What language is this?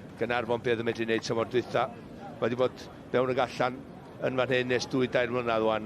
Welsh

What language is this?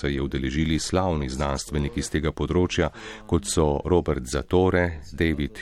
Slovenian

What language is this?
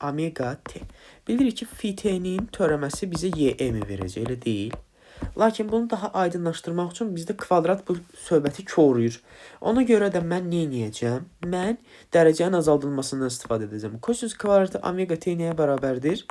Azerbaijani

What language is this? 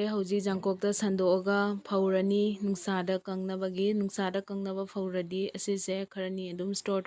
Manipuri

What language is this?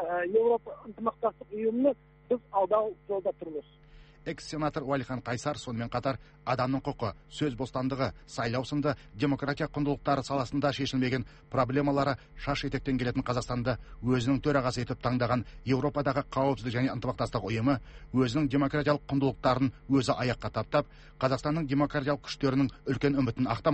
Kazakh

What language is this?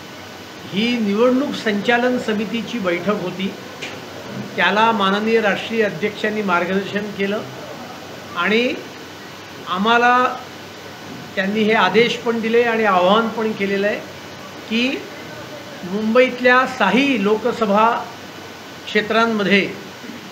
Marathi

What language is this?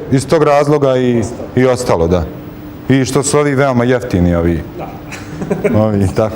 Bosnian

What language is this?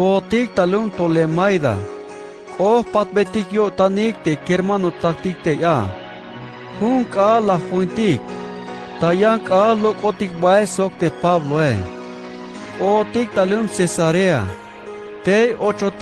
Tzeltal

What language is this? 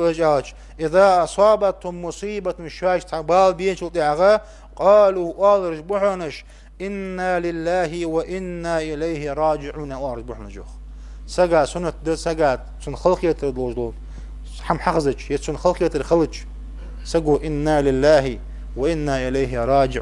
Ingush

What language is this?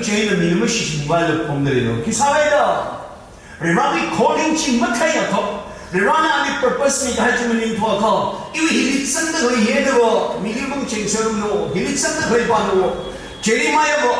Tangkhul Naga (India)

